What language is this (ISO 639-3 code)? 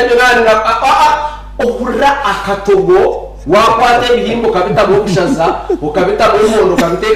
nyn